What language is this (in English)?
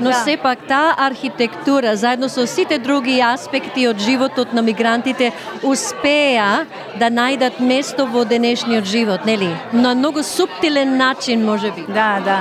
Macedonian